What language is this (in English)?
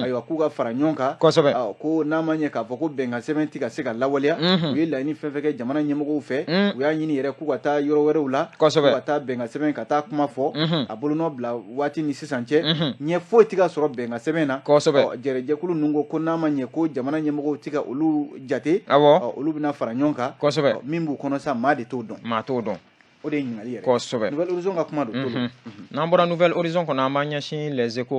Bambara